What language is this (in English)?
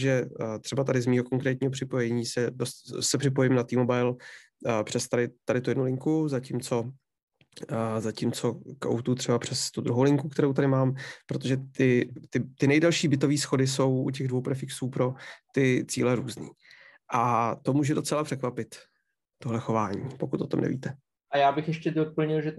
Czech